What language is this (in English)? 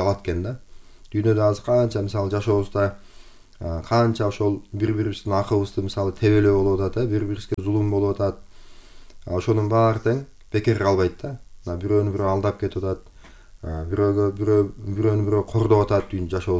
Kyrgyz